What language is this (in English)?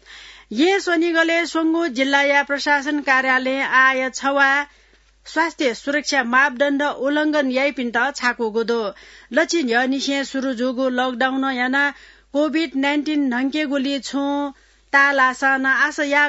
Newari